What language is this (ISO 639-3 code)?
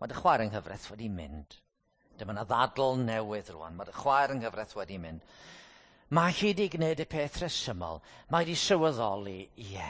cym